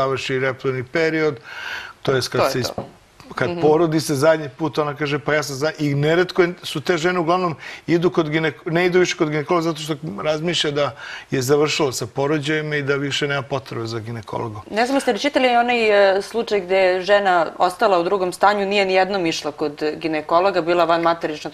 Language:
Serbian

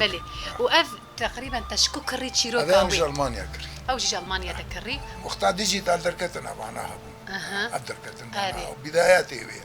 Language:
Kurdish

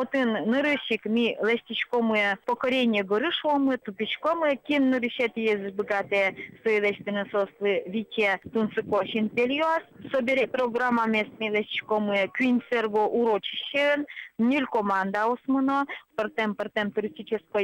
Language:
Udmurt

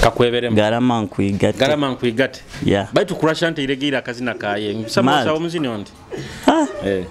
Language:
Nyoro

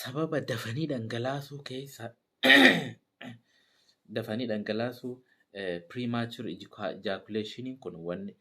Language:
Oromo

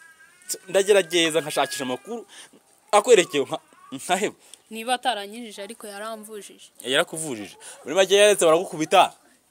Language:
Kinyarwanda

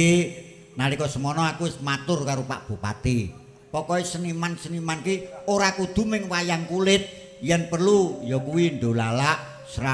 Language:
Javanese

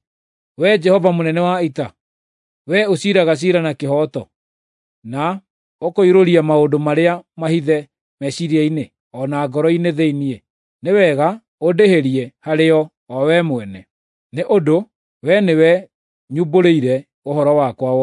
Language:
Kikuyu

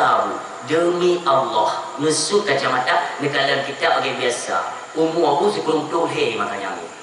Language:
Achinese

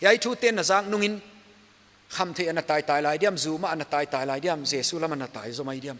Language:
Paite Chin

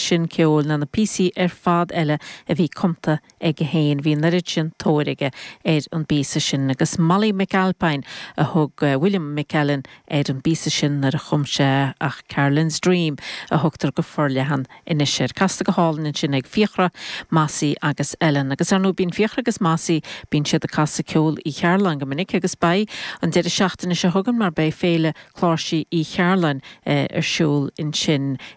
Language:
Irish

